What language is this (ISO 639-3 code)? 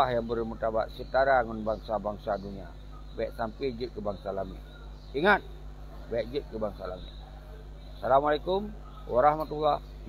ace